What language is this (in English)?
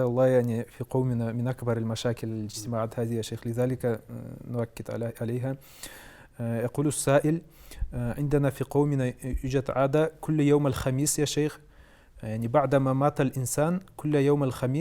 Karachay-Balkar